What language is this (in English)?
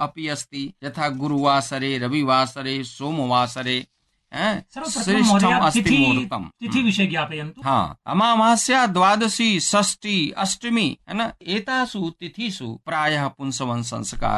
Sanskrit